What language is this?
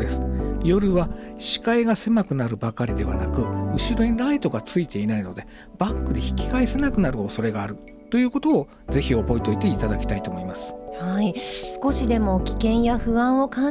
Japanese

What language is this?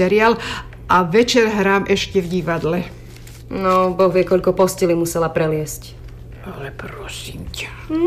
Slovak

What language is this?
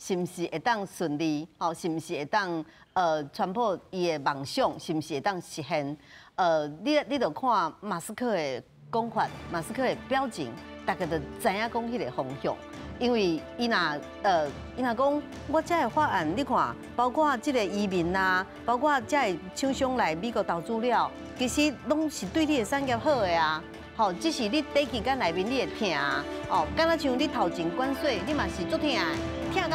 Min Nan Chinese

